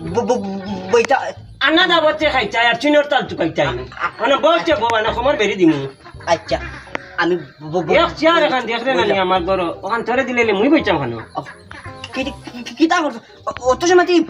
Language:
Sylheti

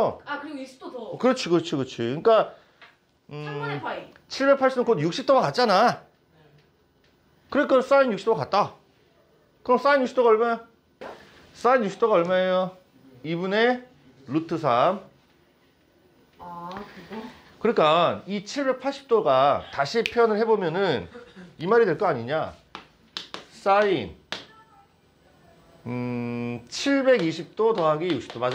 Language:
Korean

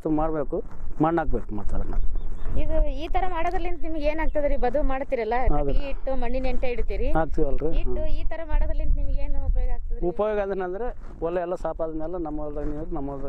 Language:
Kannada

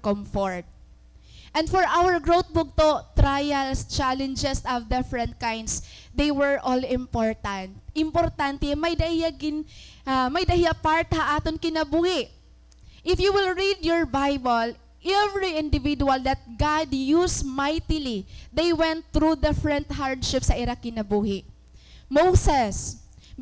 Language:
Waray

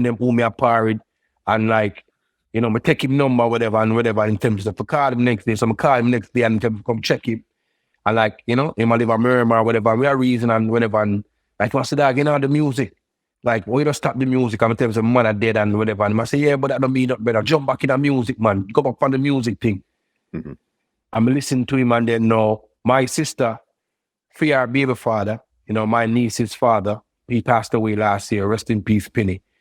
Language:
Jamaican Creole English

